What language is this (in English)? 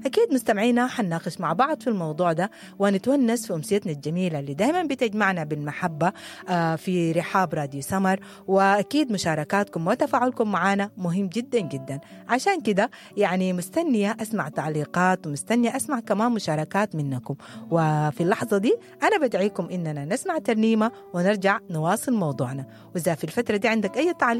Sudanese Arabic